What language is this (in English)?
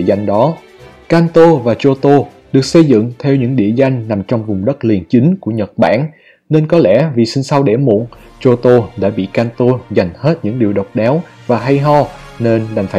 Vietnamese